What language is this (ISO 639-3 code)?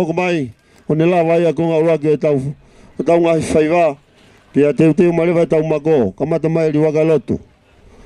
ton